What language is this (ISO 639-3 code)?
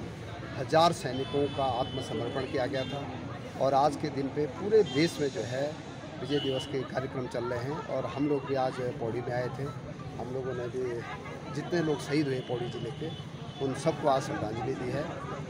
hin